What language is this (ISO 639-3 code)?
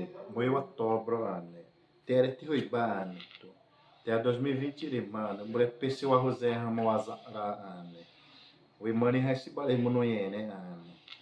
xav